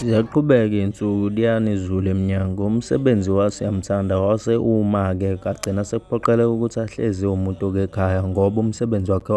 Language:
Zulu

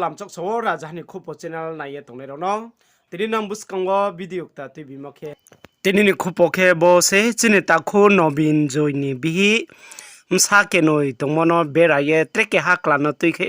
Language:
Riang (India)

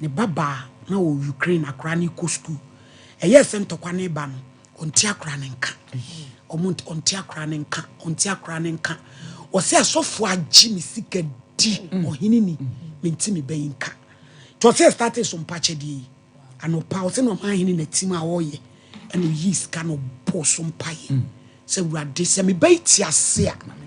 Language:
Akan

